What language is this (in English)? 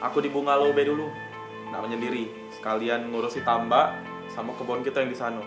Musi